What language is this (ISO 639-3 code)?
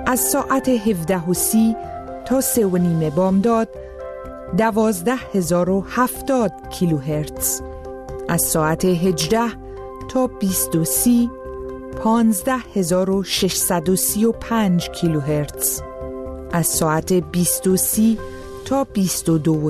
fas